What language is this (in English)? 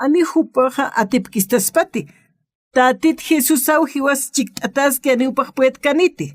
Aymara